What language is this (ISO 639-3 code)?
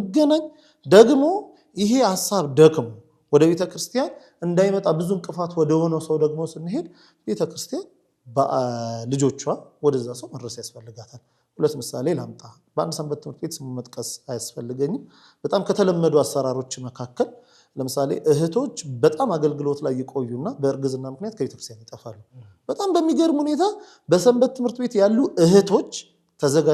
amh